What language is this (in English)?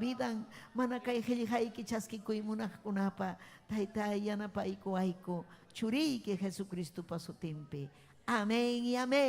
Ayacucho Quechua